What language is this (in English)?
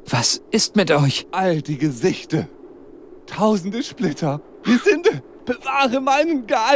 Bavarian